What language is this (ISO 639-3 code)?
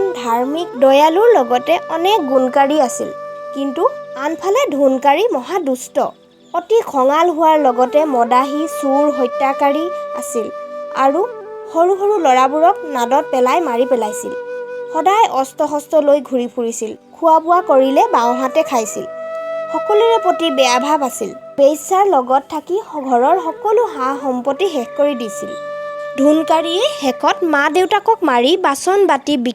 asm